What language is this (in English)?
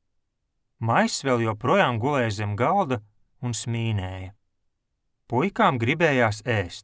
Latvian